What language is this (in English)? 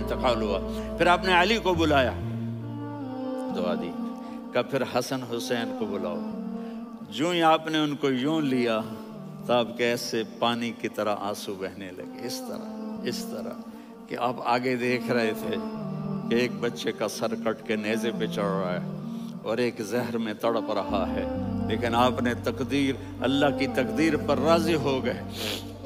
Urdu